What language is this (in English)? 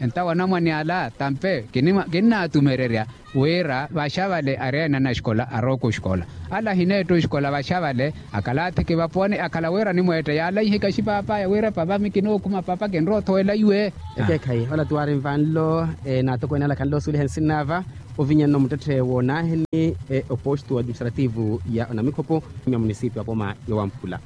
Makhuwa